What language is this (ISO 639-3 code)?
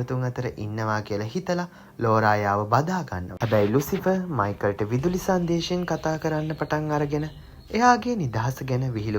sin